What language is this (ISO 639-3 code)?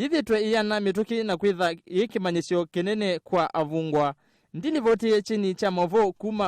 kam